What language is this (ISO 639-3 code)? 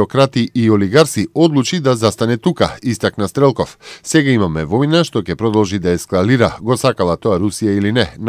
mkd